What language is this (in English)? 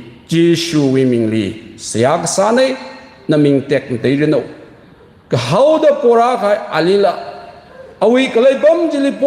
Tangkhul Naga (India)